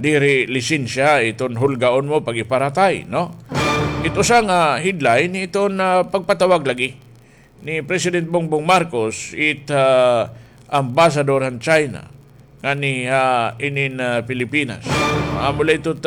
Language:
Waray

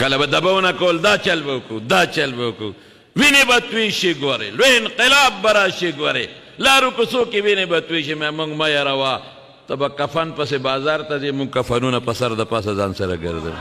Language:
Pashto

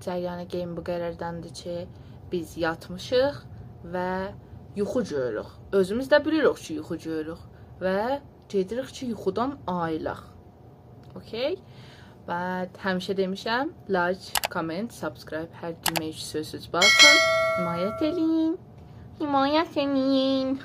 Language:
South Azerbaijani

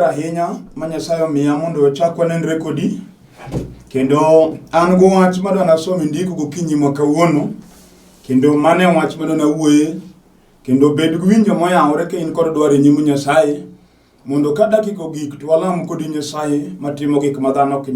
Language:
Luo (Kenya and Tanzania)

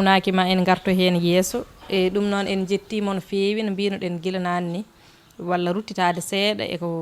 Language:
Fula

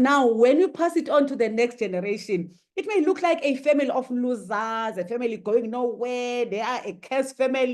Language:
English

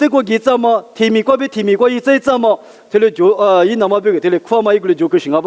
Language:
Lisu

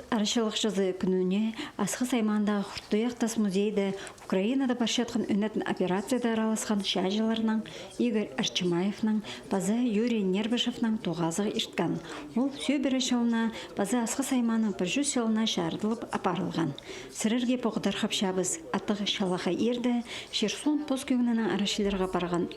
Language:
Khakas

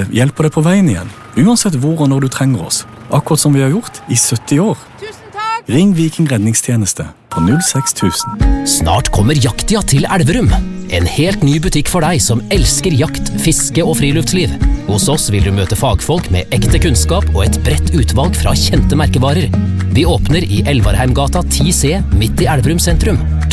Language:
Norwegian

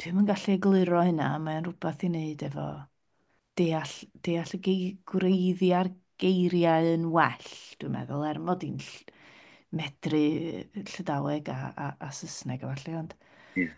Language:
Welsh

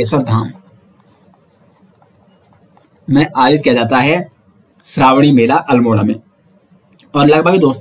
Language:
Hindi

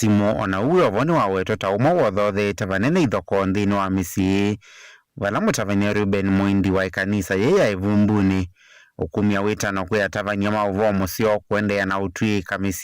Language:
Kamba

